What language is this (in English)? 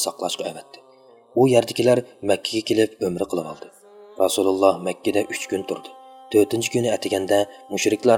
Uyghur